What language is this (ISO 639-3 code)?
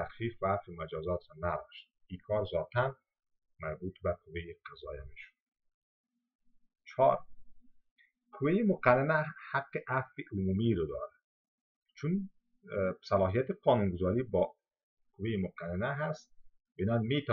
fas